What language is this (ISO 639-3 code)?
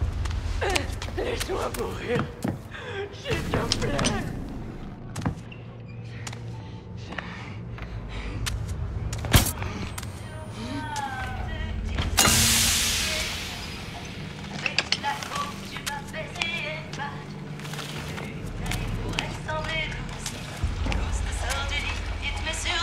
fra